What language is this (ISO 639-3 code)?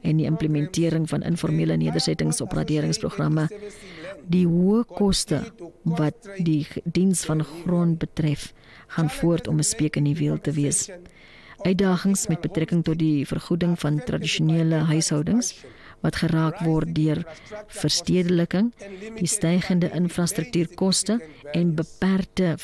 afr